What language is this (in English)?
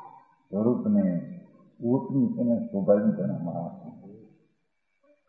Gujarati